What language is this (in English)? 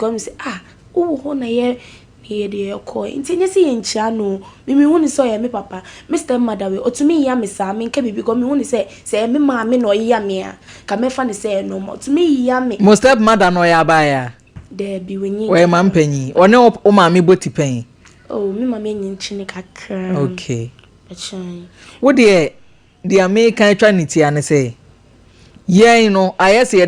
Akan